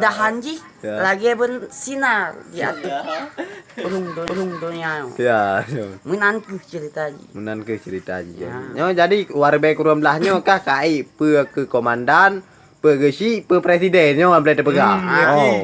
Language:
Achinese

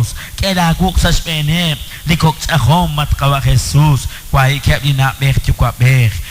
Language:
Kekchí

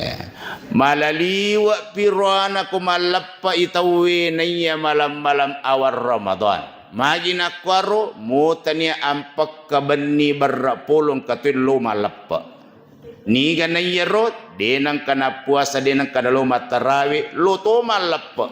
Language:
Buginese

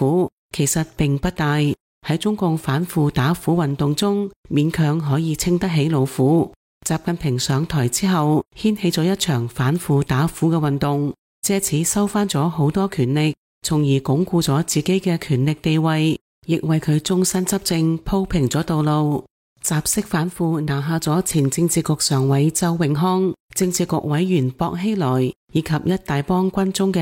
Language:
Cantonese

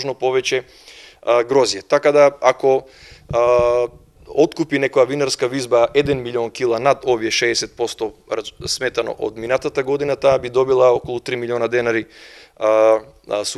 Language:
Macedonian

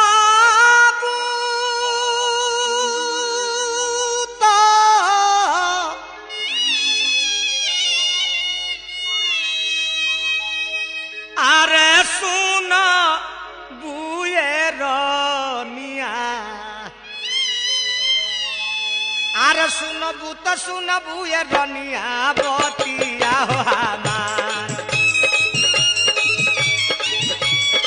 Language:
Bhojpuri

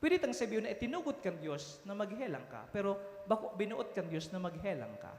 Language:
Bikol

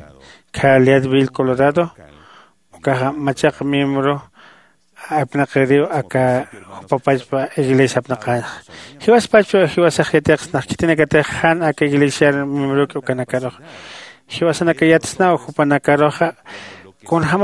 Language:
Aymara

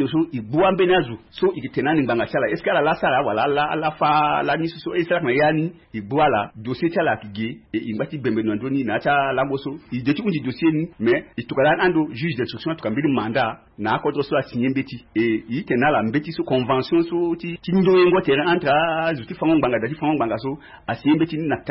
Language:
Sango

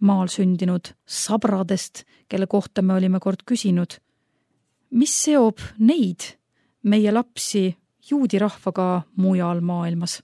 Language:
Estonian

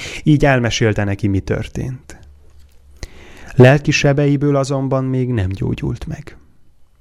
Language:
Hungarian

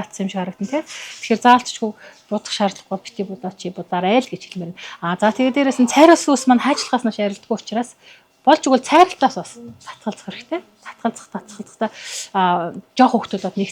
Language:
Mongolian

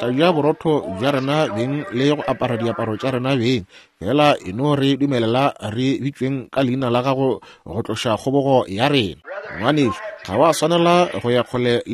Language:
Northern Sotho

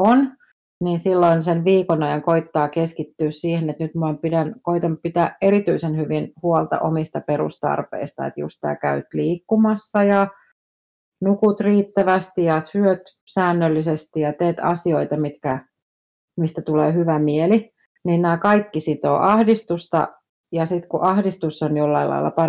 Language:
Finnish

